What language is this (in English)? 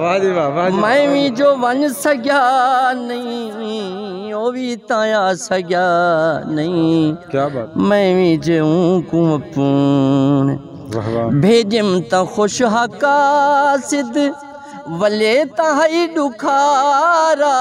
Saraiki